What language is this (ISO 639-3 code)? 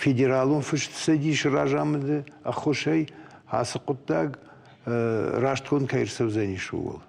oss